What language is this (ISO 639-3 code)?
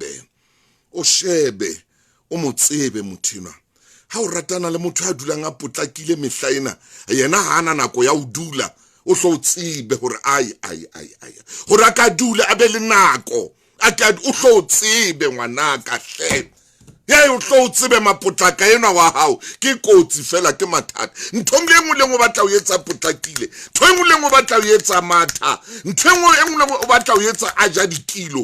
sot